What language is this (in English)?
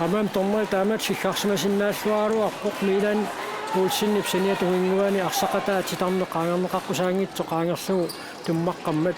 Kalaallisut